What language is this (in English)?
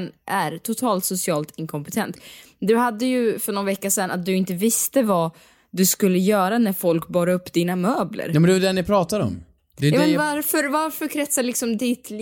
Swedish